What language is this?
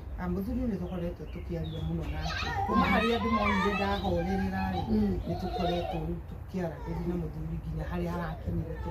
Kikuyu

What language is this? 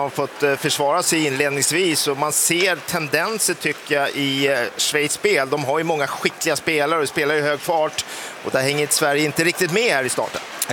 Swedish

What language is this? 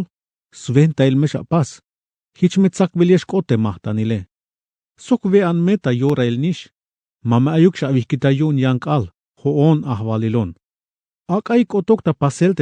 Tzeltal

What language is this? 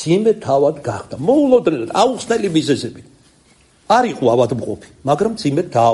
Georgian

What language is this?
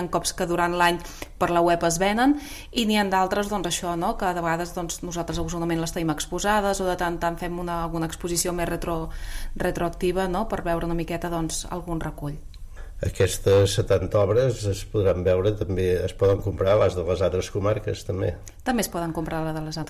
Catalan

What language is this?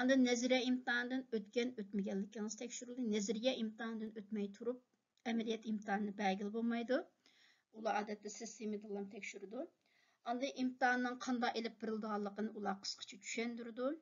Uyghur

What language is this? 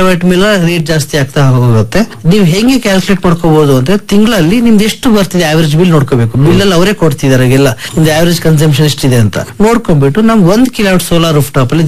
Kannada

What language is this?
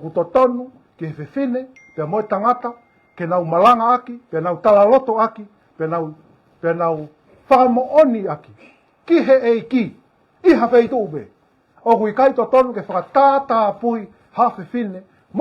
Tongan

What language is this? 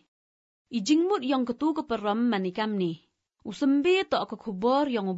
Malay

